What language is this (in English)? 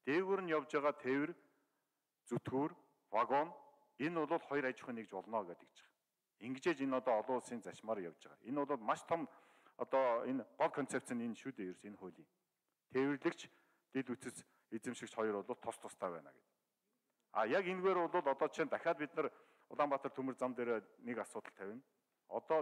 Mongolian